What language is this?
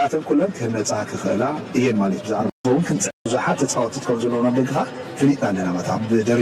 Tigrinya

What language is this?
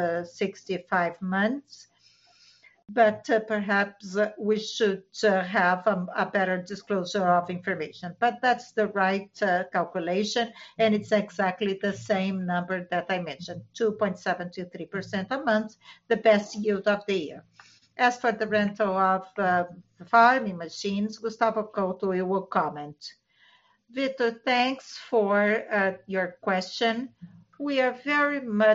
English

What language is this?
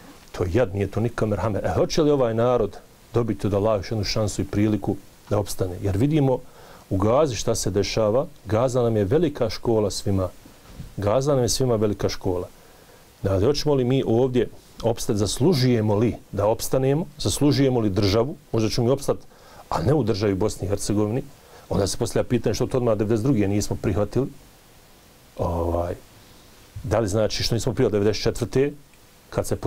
Bosnian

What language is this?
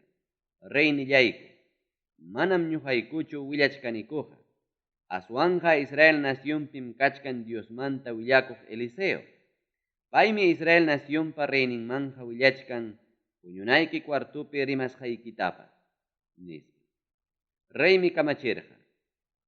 Ayacucho Quechua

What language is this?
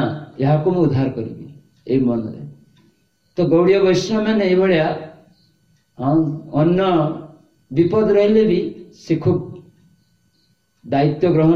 Odia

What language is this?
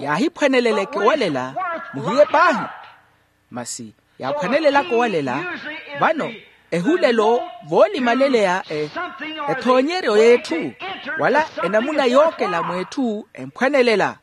Makhuwa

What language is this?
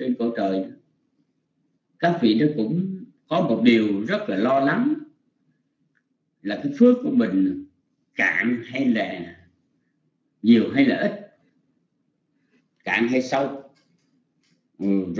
Vietnamese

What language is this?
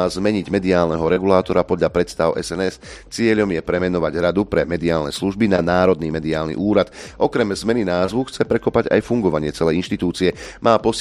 Slovak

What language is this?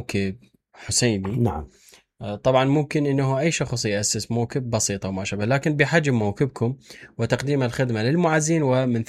Mesopotamian Arabic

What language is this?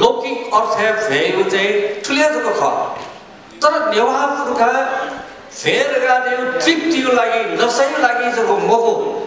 Newari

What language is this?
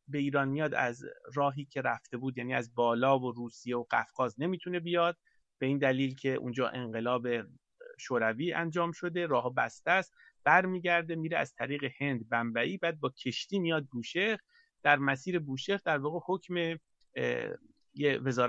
Persian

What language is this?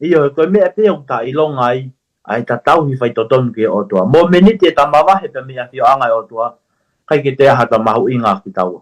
Tongan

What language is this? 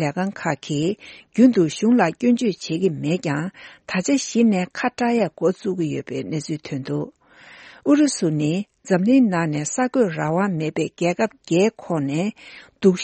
Tibetan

